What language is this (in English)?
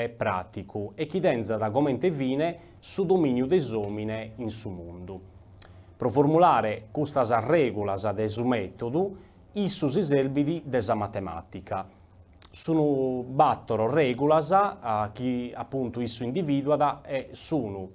Sardinian